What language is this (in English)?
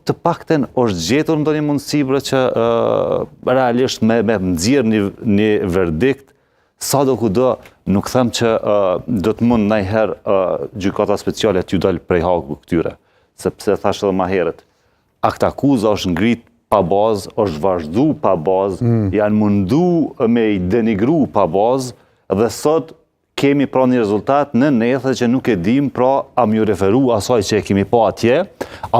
Albanian